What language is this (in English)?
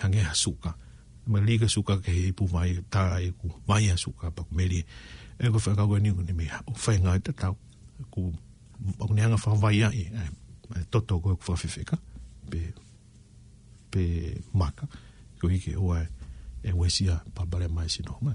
Tongan